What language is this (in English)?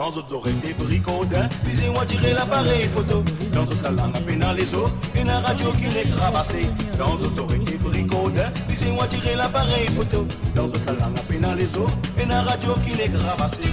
Morisyen